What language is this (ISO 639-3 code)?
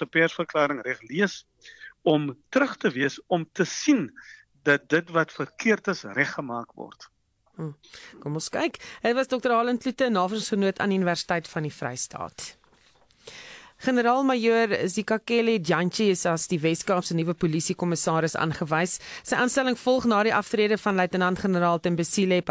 afr